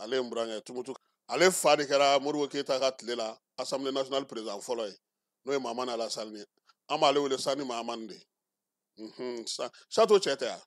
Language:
Bambara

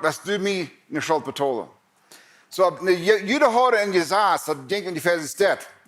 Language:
Plautdietsch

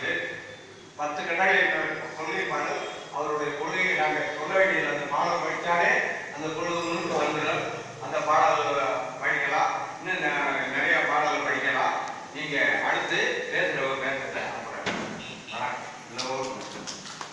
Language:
Tamil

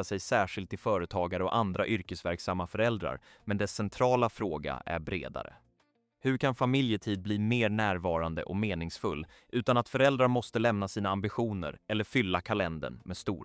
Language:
Swedish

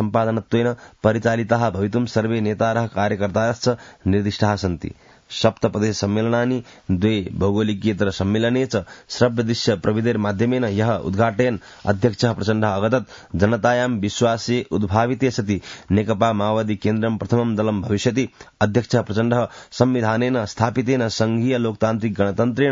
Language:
Sanskrit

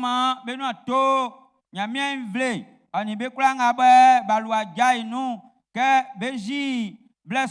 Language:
Baoulé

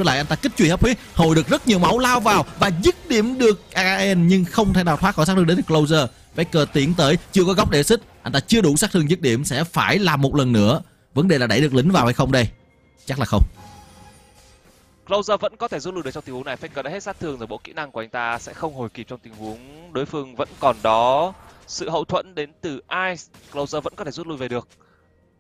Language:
Vietnamese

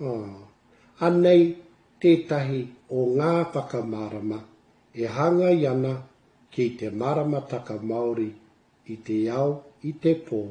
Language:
Māori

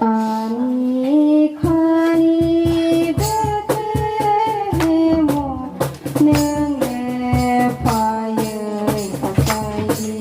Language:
Kok Borok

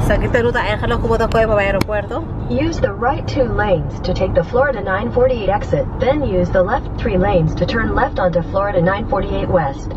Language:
Papiamento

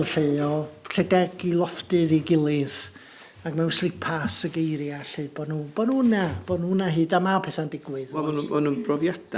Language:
Welsh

